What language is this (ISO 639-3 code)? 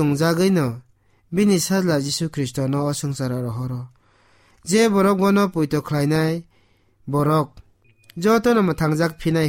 trp